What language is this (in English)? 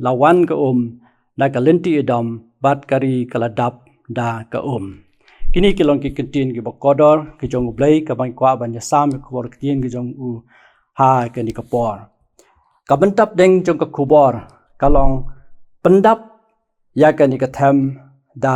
Khasi